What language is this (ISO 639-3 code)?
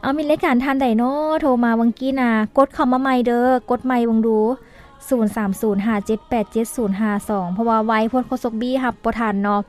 lao